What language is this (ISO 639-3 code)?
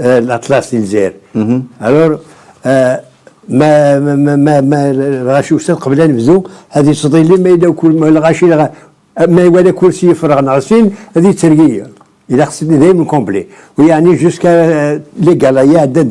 kab